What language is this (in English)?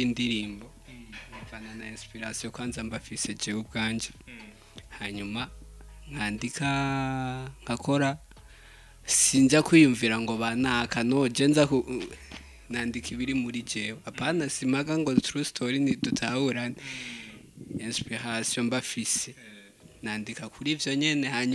Rundi